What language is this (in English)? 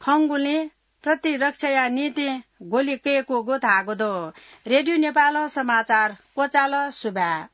Newari